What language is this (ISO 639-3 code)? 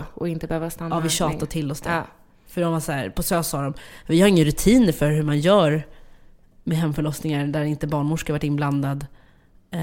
swe